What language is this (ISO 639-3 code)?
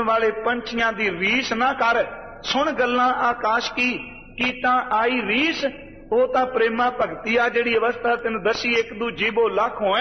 pan